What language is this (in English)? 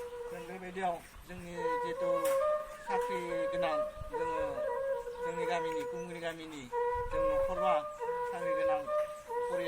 Bodo